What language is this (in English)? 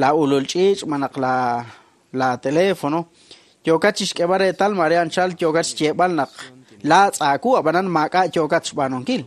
Kekchí